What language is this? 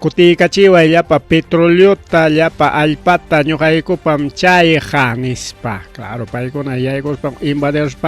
Ayacucho Quechua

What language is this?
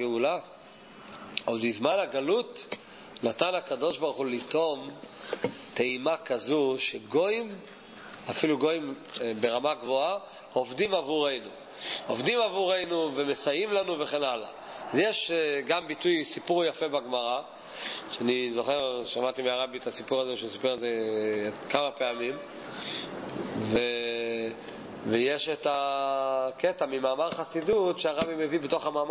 Hebrew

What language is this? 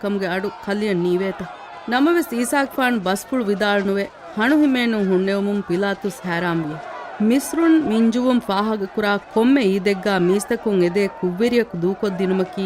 Divehi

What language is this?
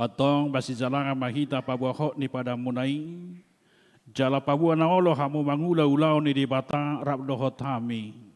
Batak Toba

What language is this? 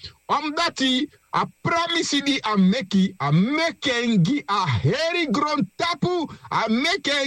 Sranan Tongo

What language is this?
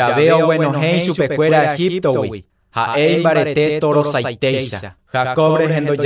Guarani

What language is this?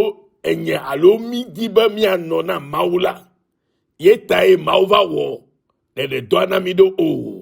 Ewe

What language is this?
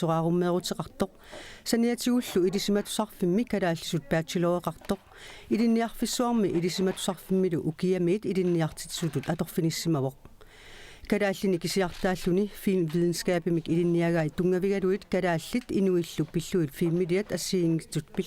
Kalaallisut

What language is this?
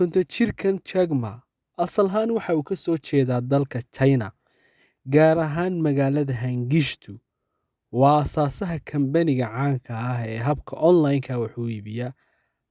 Somali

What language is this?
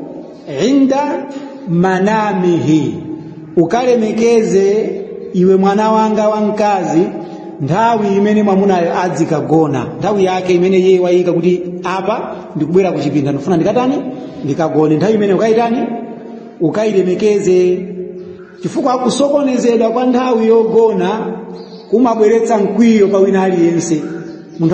Nyanja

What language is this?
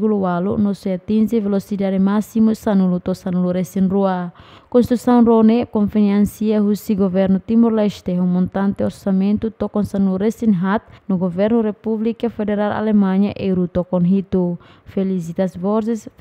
Tetum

